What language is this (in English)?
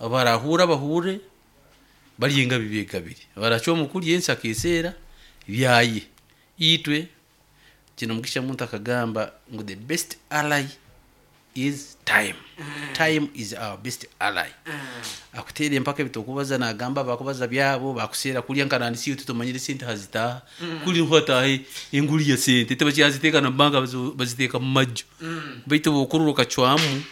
Nyankole